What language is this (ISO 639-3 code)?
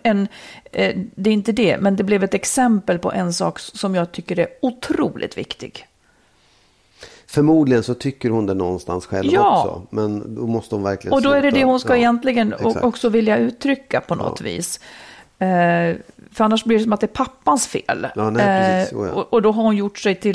swe